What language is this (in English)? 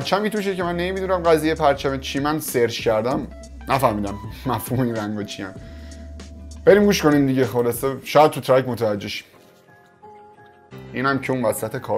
Persian